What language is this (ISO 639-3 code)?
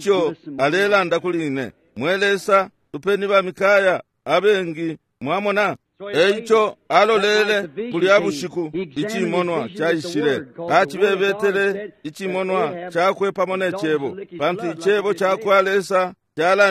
bem